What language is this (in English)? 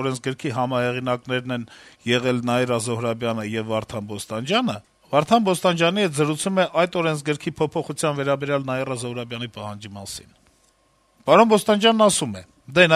Armenian